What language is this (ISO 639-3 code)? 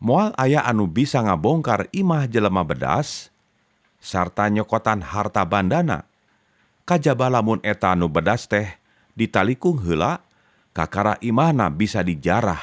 sun